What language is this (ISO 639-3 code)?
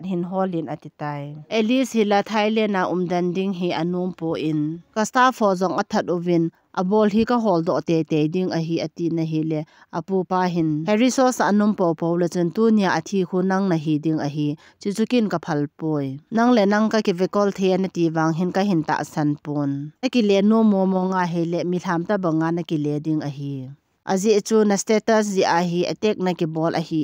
tcz